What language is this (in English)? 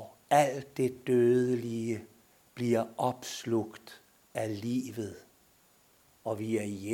Danish